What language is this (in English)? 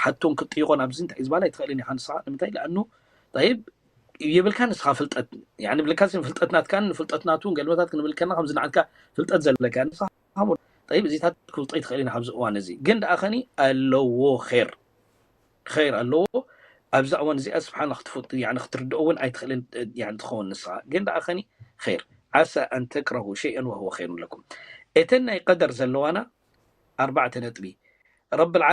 Tigrinya